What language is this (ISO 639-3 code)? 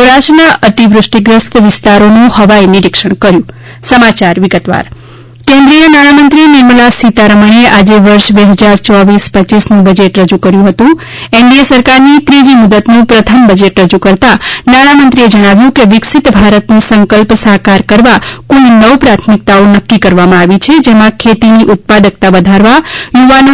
guj